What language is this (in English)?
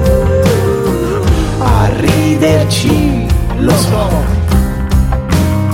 Italian